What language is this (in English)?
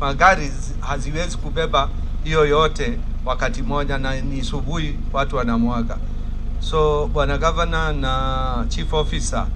Meru